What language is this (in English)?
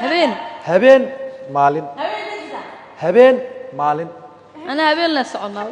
Somali